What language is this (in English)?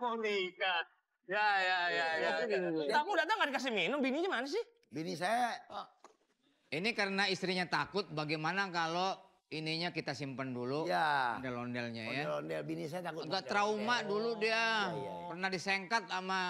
Betawi